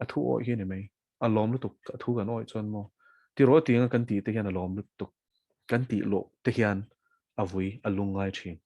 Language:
Mizo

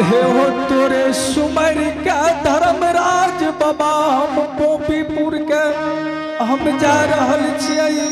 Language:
Angika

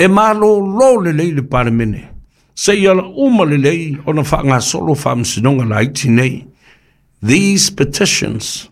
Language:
Samoan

